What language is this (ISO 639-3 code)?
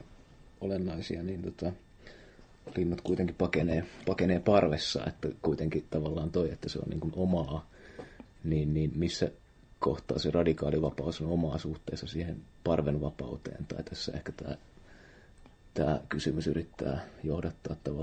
fin